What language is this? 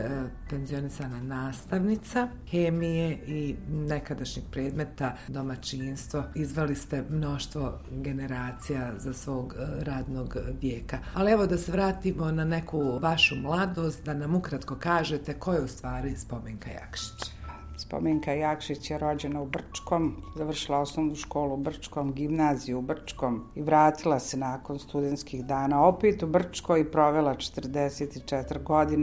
Bosnian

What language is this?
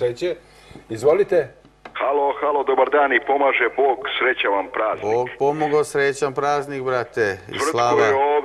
Serbian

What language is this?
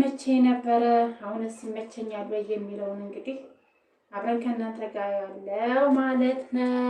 Amharic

